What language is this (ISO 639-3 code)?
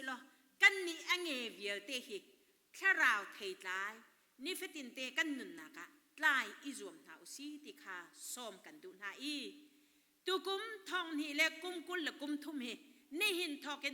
cnh